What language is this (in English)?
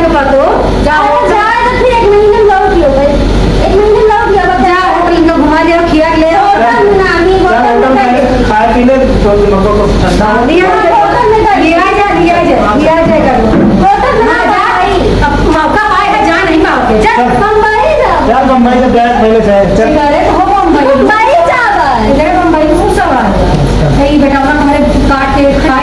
Awadhi